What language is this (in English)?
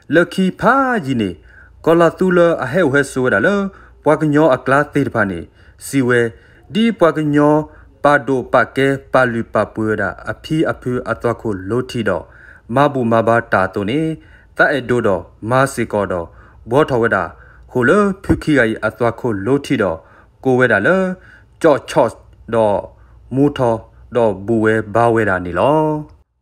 S'gaw Karen